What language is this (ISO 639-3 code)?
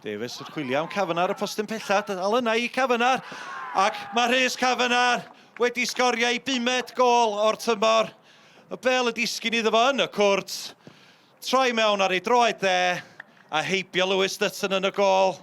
cym